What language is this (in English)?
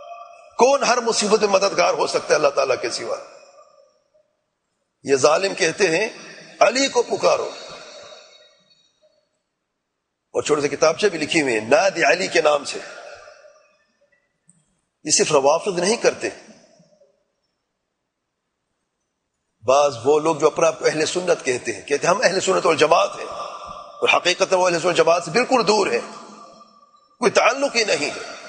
Urdu